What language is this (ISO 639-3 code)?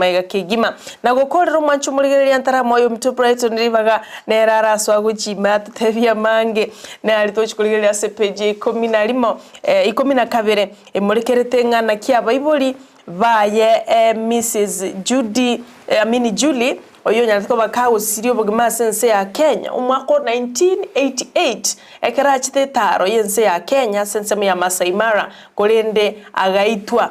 guz